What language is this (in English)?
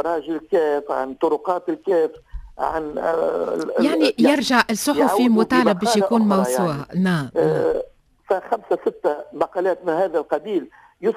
Tunisian Arabic